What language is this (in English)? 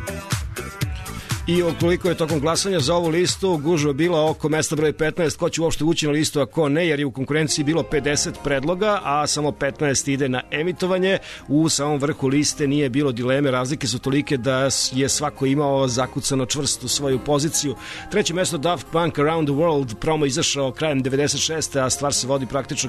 Serbian